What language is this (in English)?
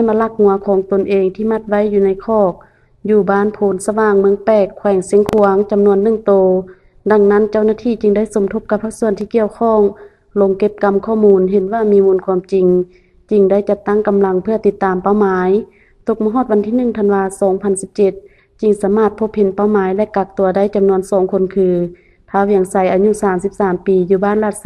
Lao